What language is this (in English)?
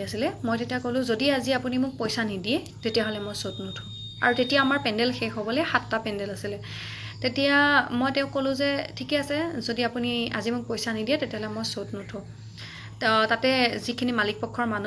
Assamese